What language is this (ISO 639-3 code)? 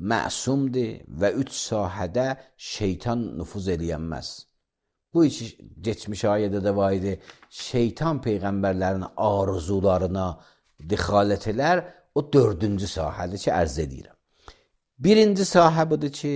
aze